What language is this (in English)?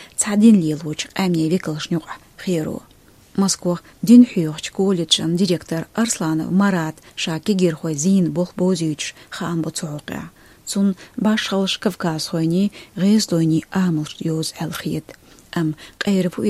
Chechen